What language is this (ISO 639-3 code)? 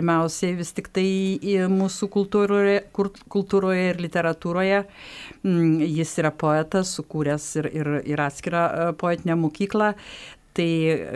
lit